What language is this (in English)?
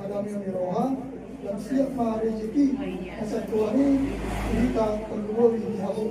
Batak Toba